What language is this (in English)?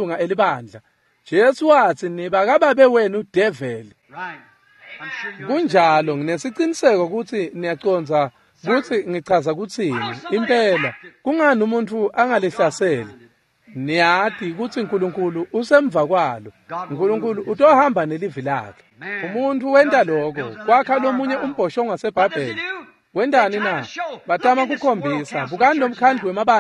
Swati